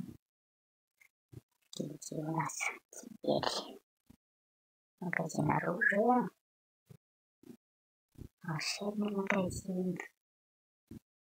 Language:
Russian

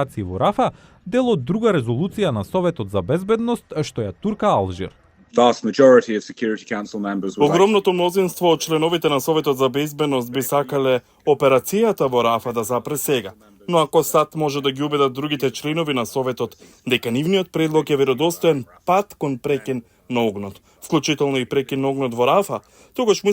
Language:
Macedonian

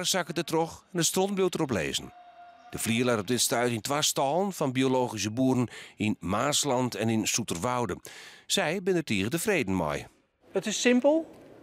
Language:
Western Frisian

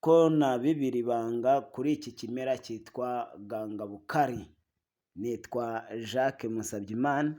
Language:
Kinyarwanda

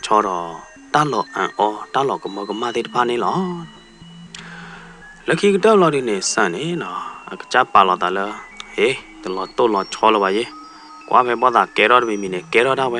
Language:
S'gaw Karen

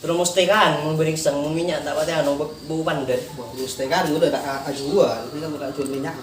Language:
Madurese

